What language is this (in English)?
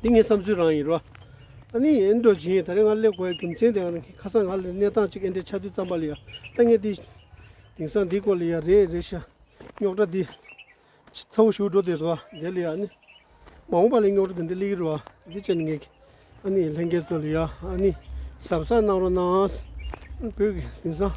Tibetan